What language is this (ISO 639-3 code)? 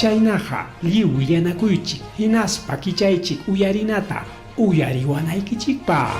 quy